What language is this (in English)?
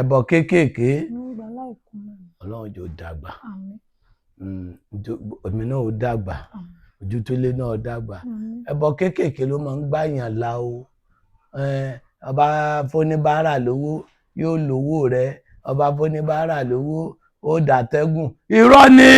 Yoruba